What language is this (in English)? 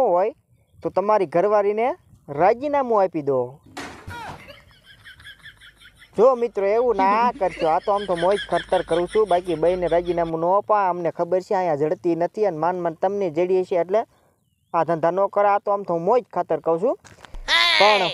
Gujarati